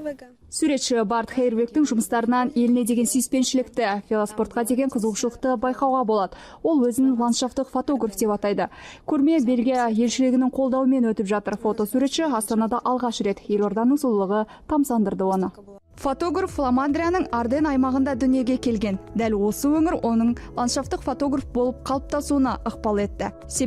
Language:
Kazakh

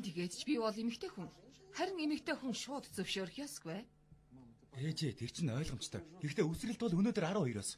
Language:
Mongolian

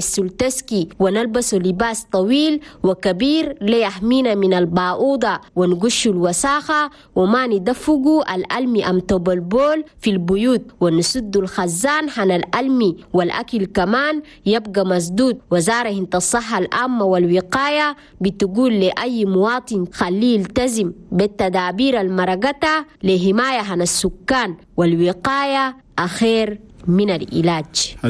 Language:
Chadian Arabic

